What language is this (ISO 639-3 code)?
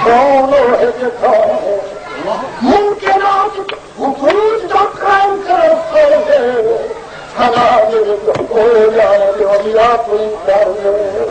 skr